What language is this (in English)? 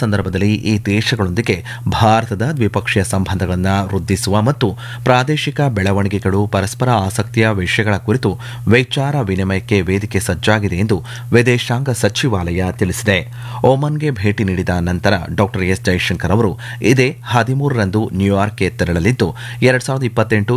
Kannada